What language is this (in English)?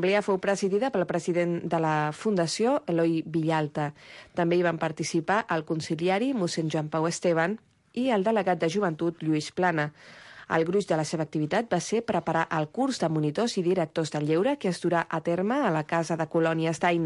Catalan